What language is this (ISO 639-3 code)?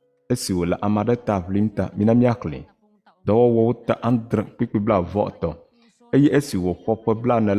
ewe